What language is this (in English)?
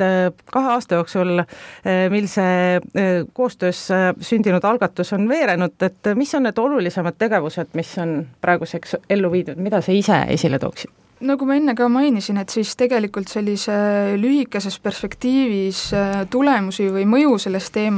Estonian